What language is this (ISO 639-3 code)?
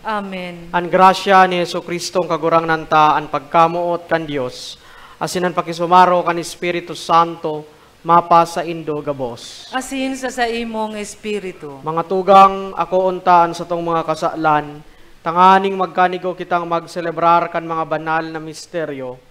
bik